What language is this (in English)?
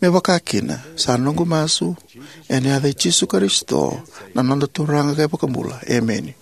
Fijian